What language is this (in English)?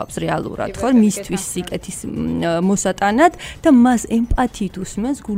Georgian